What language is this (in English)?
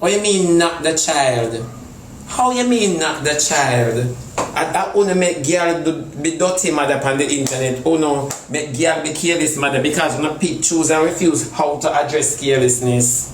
Jamaican Creole English